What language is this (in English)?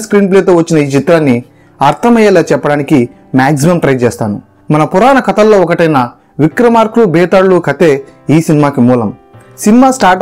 Telugu